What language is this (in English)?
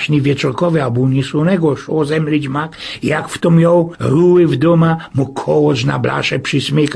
Silesian